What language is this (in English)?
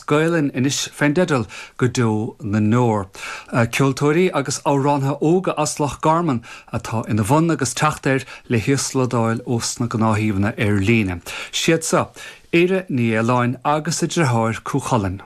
Irish